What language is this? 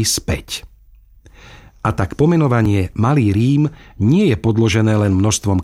Slovak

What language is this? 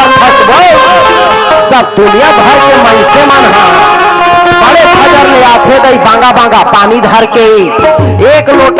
Chhattisgarhi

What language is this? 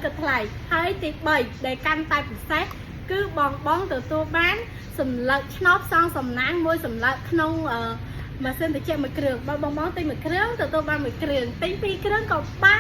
Khmer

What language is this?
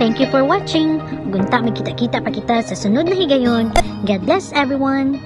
Cebuano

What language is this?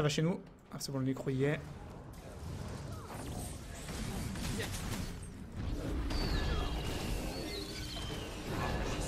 French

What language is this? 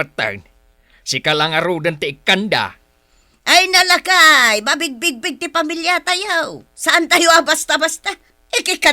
Iloko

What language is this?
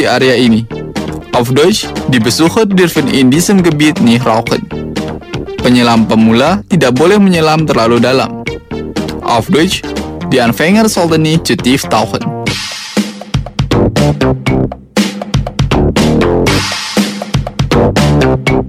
Indonesian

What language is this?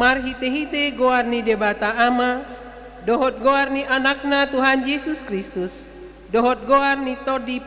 Batak Toba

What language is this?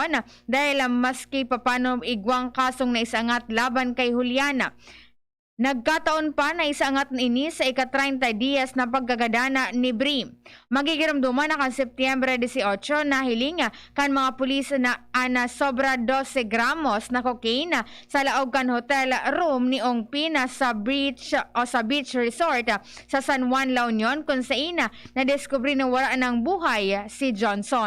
Bikol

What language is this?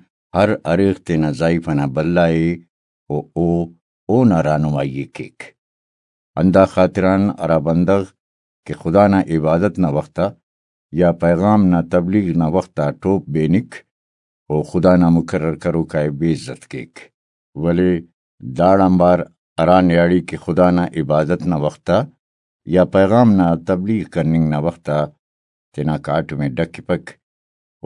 Brahui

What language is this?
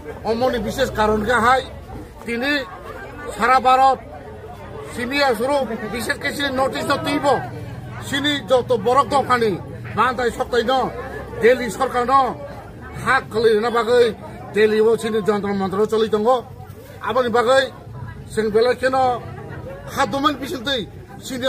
Kok Borok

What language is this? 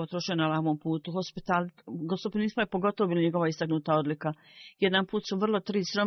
Bosnian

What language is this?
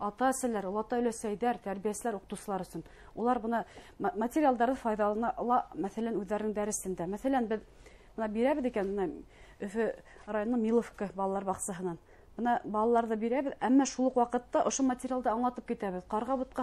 Bashkir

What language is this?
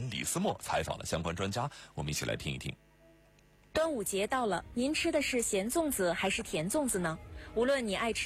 Chinese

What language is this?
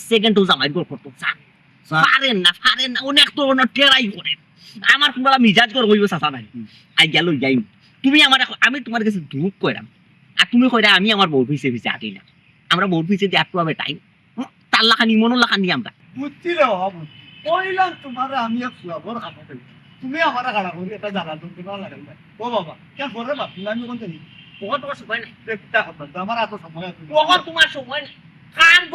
Sylheti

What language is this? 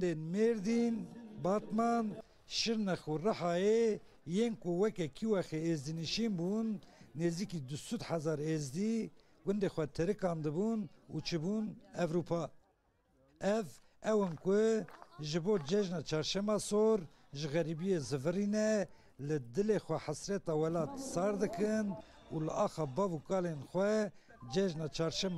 Kurdish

